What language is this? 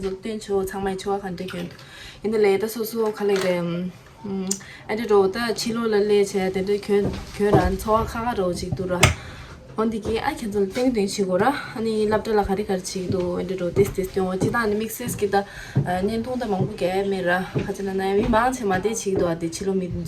Tibetan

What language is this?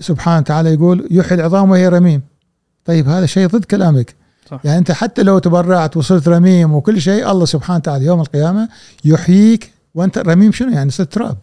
Gulf Arabic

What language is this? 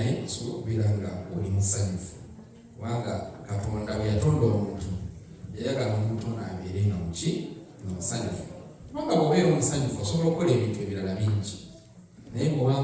Ganda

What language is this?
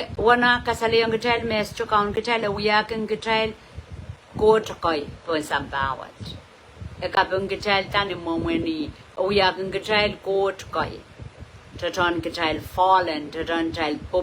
Pohnpeian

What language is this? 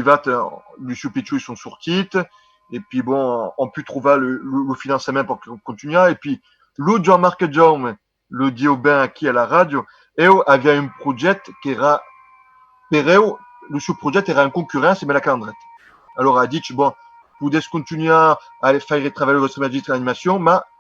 Occitan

